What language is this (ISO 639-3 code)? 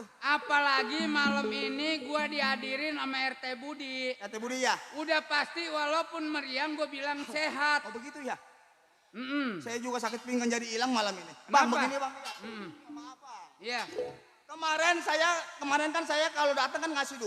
bew